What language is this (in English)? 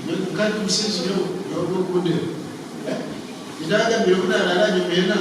Nyankole